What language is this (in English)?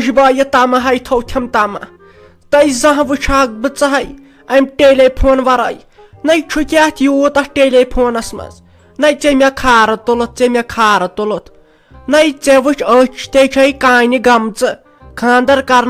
Kashmiri